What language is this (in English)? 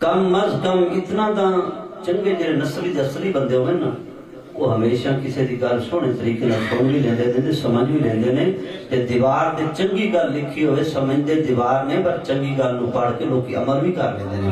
Saraiki